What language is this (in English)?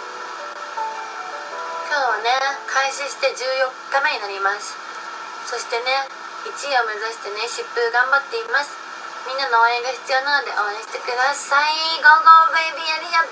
Japanese